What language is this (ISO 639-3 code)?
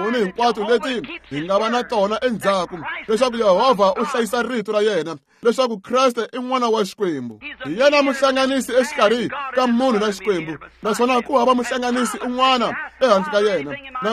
tso